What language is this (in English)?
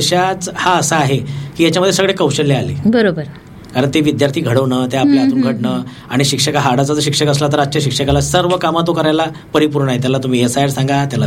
Marathi